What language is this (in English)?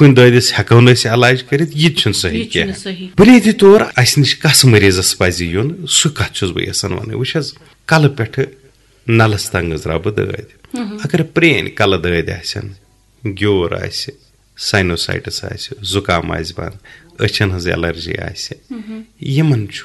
Kashmiri